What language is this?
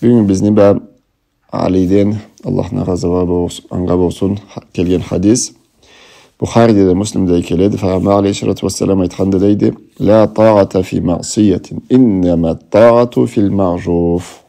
Karachay-Balkar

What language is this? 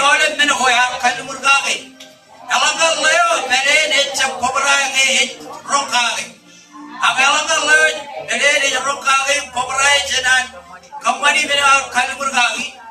Marshallese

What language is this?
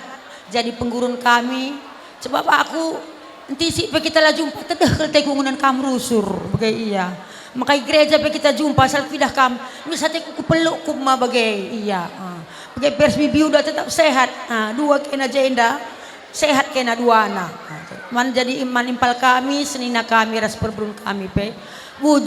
Batak Karo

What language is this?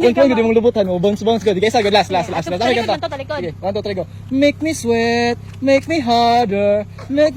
Cebuano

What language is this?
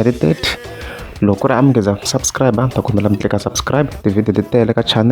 Tsonga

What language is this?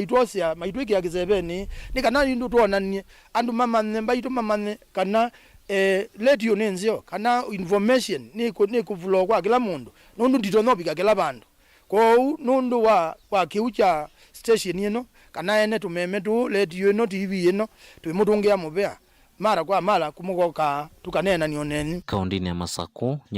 Kamba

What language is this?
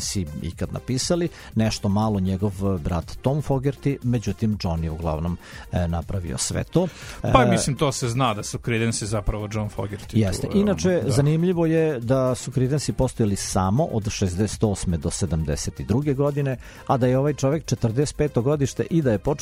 Serbian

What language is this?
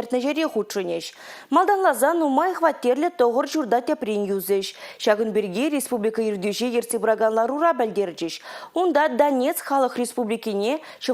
Chuvash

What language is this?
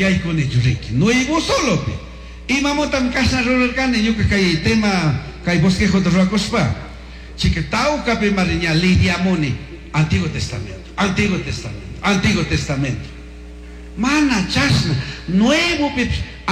Chimborazo Highland Quichua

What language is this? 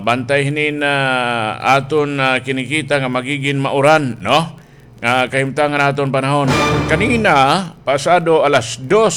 Waray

